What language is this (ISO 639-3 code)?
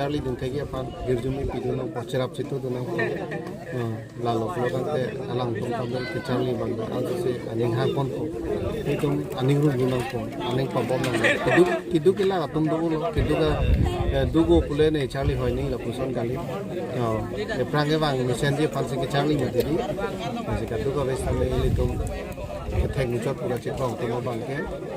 mjw